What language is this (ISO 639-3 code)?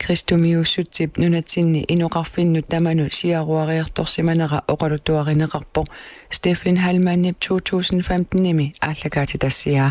kal